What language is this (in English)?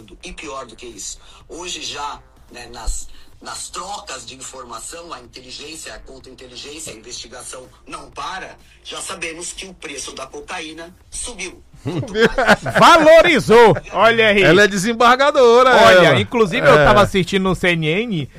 Portuguese